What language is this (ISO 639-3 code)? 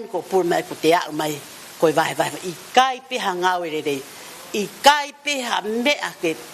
ton